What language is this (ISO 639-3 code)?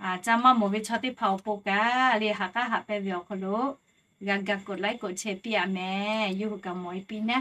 lhu